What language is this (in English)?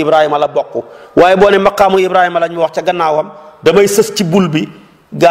Wolof